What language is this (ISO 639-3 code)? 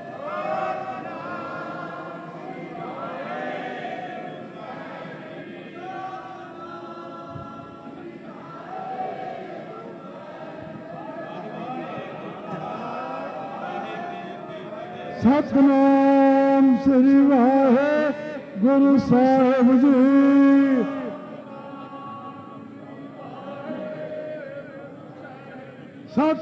pan